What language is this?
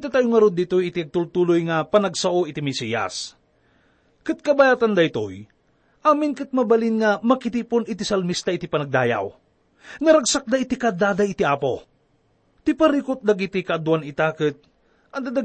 Iloko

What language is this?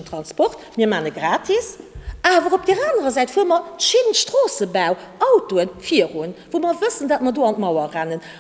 Luxembourgish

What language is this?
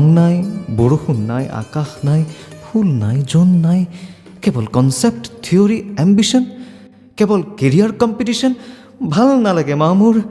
Assamese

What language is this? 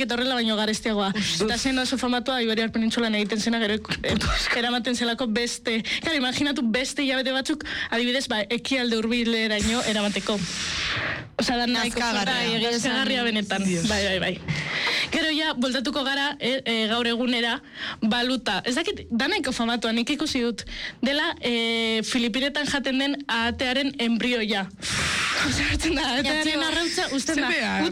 Basque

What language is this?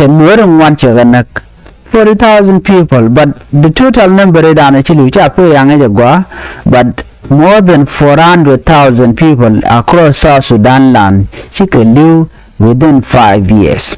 Nuer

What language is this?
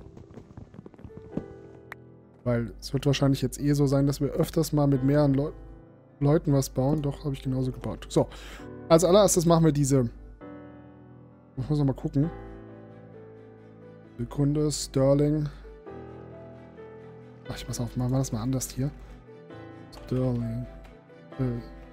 German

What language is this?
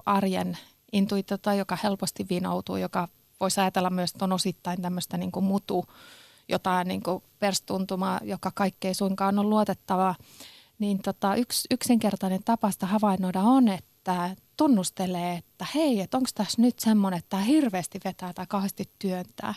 Finnish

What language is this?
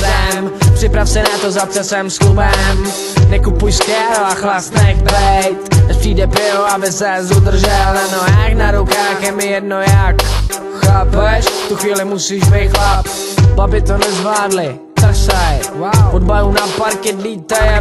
Czech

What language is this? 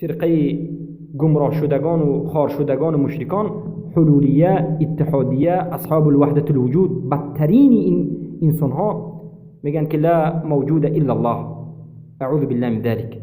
Persian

